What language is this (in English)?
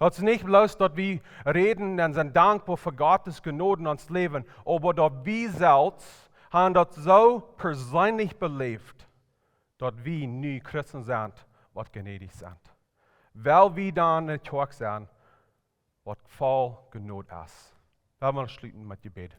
Plautdietsch